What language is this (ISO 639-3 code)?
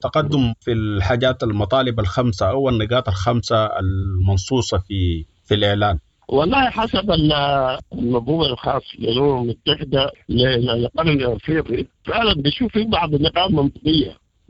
apd